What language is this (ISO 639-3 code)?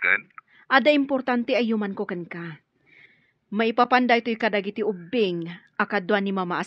ilo